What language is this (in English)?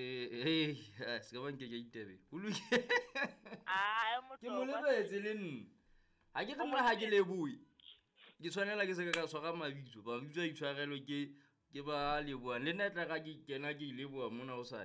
Southern Sotho